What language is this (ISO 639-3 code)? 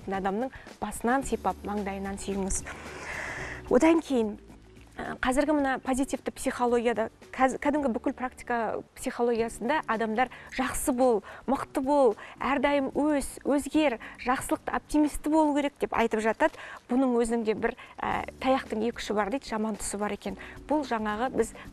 kaz